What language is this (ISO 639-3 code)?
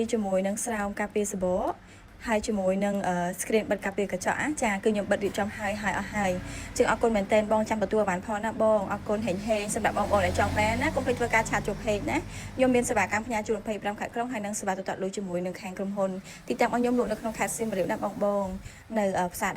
khm